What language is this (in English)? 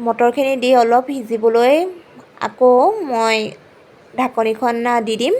Assamese